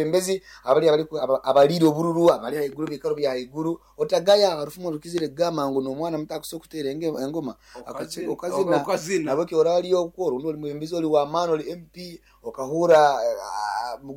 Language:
Nyoro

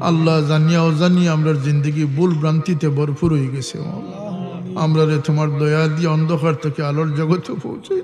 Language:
Sylheti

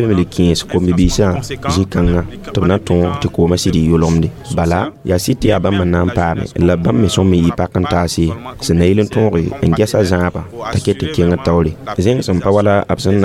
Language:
Mossi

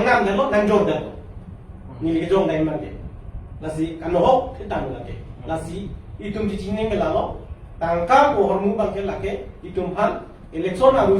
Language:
Karbi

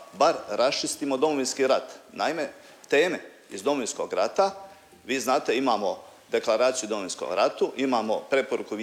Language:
Croatian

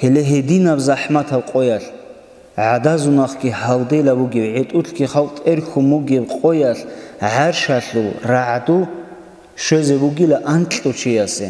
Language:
Avaric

